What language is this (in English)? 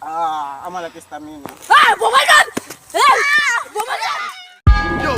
Tsonga